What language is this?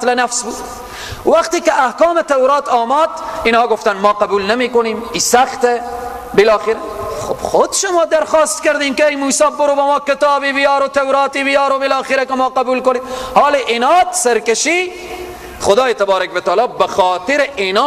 Persian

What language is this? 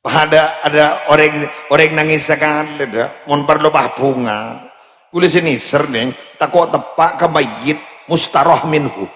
Madurese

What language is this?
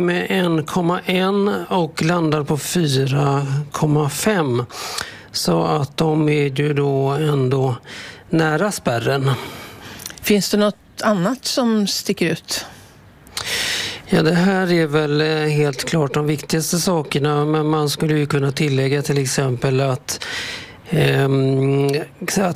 Swedish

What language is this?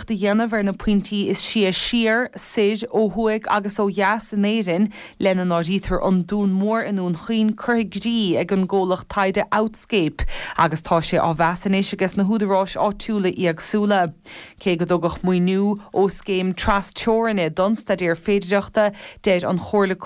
Irish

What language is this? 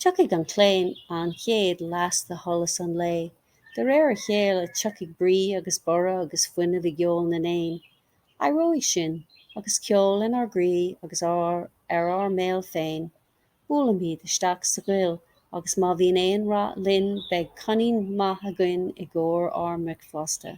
Irish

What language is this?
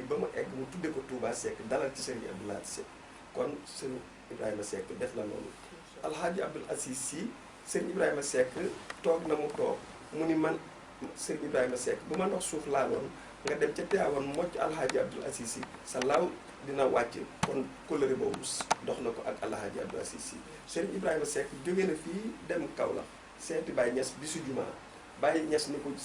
Wolof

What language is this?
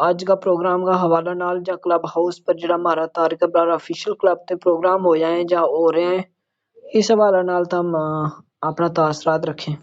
Gujari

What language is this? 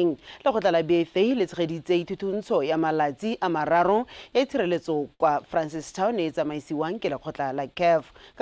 Tswana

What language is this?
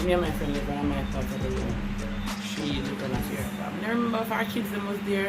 Jamaican Creole English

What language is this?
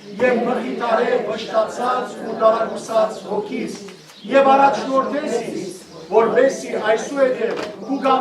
Western Armenian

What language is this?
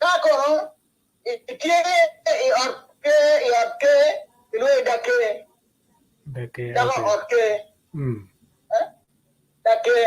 Acoli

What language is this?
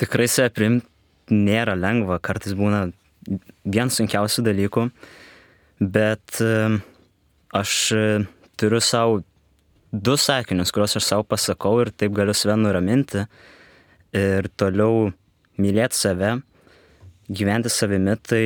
Lithuanian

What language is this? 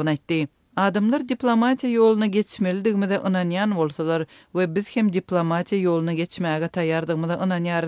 Turkmen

